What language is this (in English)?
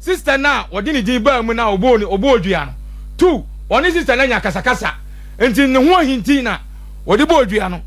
Akan